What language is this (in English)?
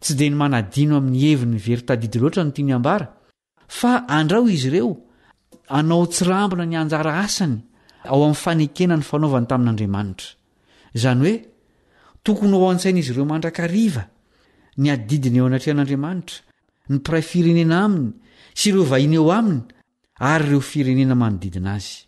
Malagasy